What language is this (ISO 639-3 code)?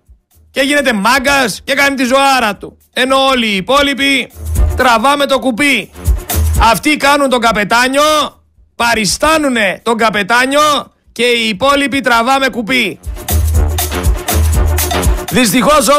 ell